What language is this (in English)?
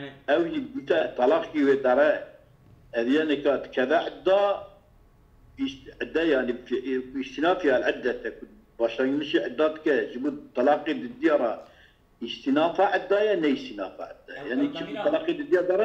Kurdish